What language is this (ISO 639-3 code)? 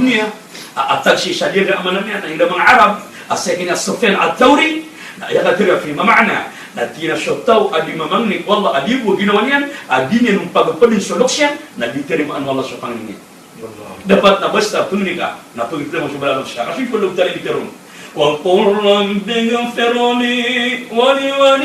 mrw